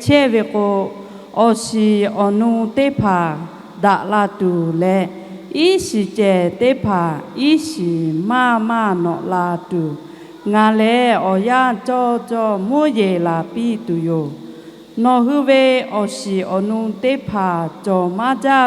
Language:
Lahu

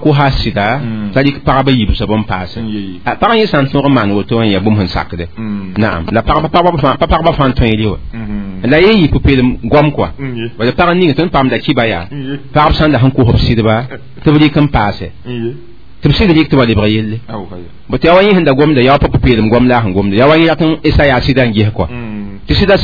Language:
Mossi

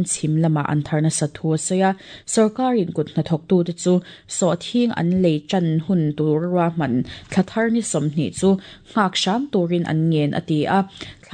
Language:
Mizo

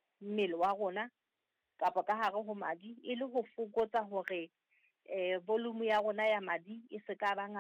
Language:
Southern Sotho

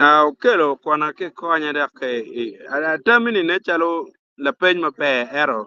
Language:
Acoli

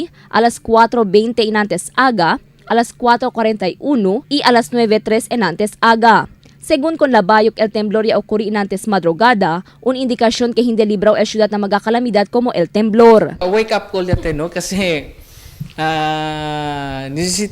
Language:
Chavacano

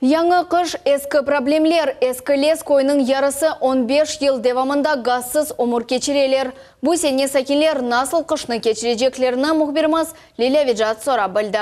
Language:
Crimean Tatar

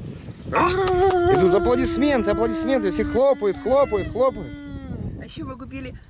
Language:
Russian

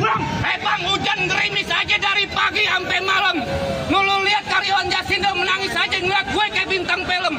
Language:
Betawi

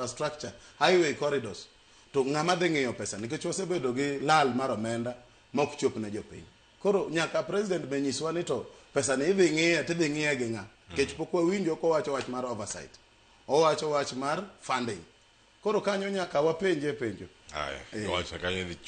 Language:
Luo (Kenya and Tanzania)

